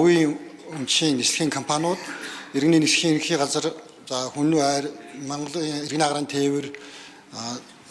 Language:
Mongolian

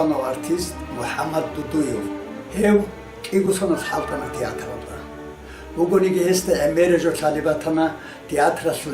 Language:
Avaric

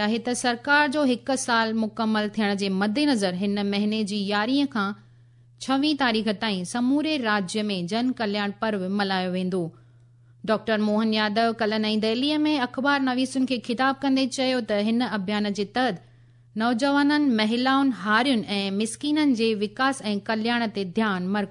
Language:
Sindhi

